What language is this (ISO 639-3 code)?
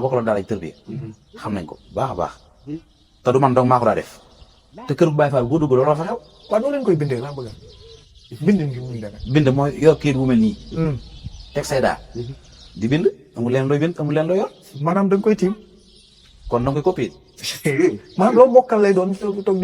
wol